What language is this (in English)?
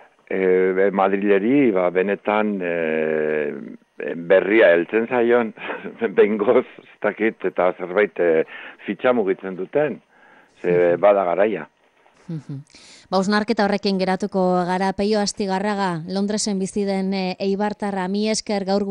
Basque